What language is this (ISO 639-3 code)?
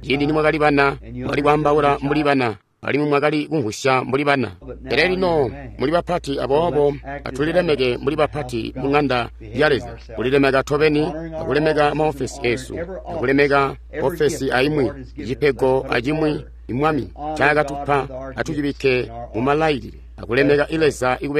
toi